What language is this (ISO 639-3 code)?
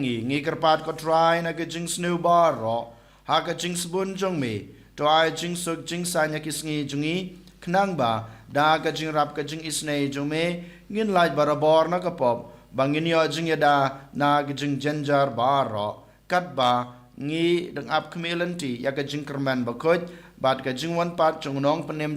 kha